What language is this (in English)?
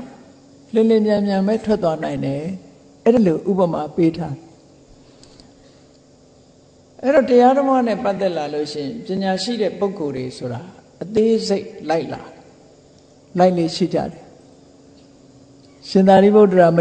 Burmese